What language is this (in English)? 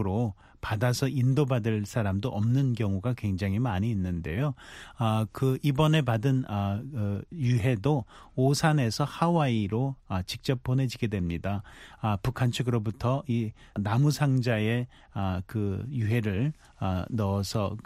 Korean